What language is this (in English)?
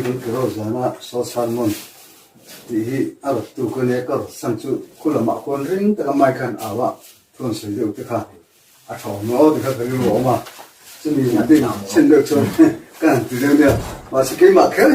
Mizo